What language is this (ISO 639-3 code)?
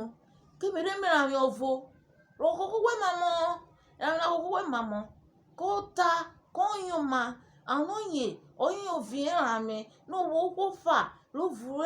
urh